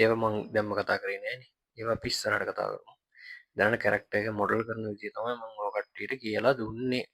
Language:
Sinhala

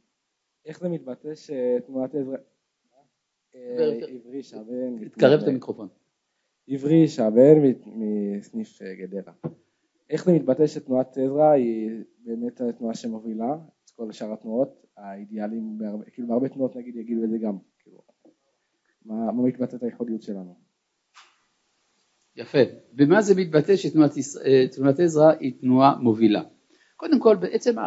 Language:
Hebrew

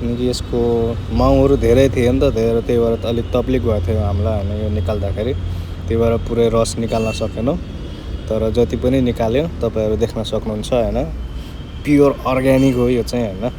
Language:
Nepali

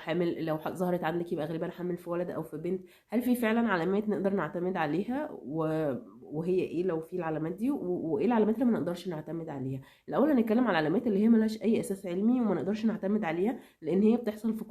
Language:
Egyptian Arabic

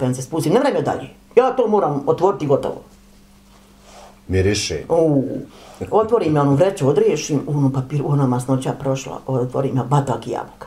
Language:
Bosnian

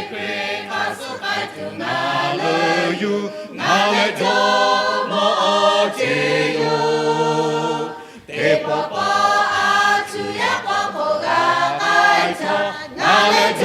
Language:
Lahu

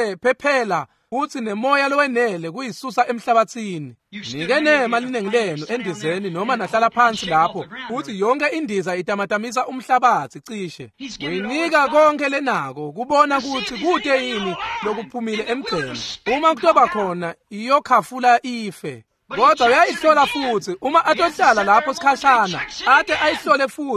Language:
Swati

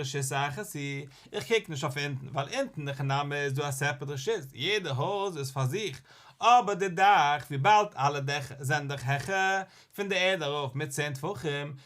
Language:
Yiddish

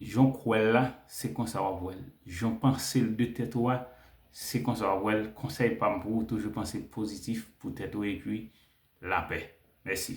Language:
Haitian Creole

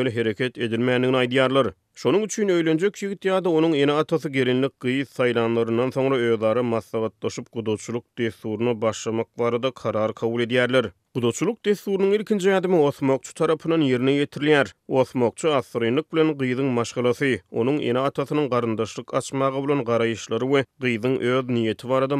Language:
Turkmen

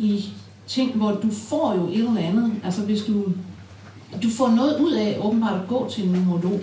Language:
Danish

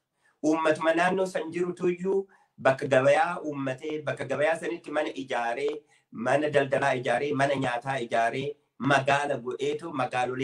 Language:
Oromo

